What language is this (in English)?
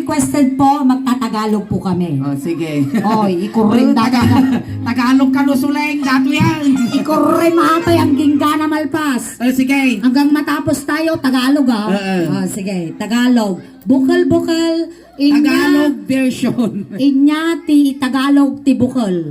Iloko